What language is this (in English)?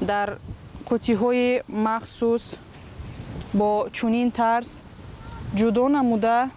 Tajik